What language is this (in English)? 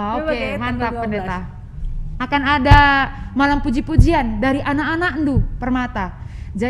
Batak Karo